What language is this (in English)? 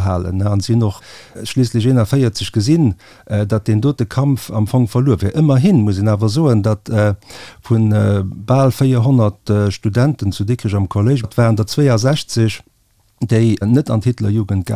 Luxembourgish